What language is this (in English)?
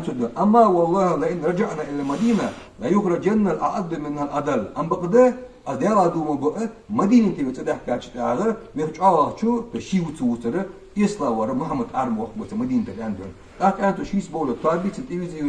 Ingush